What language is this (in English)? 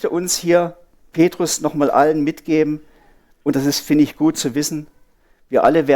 Swiss German